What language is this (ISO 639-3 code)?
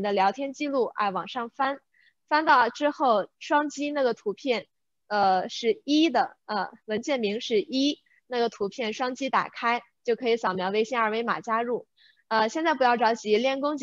zho